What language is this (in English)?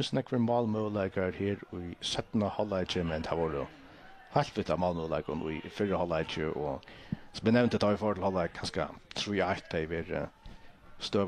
Faroese